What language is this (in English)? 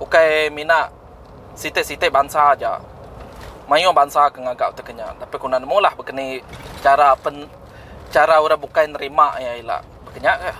Iban